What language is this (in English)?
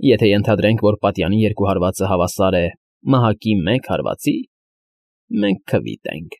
Armenian